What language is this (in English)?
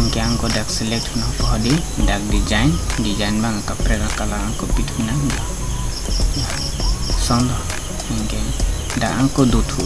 Karbi